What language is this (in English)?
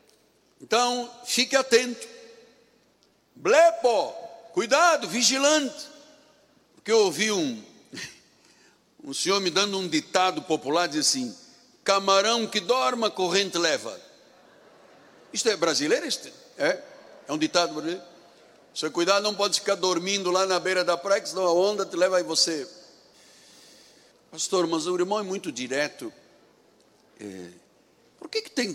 Portuguese